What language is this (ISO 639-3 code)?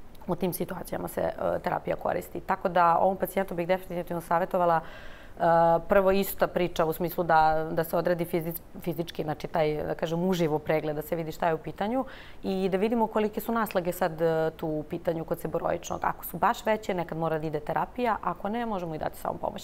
srp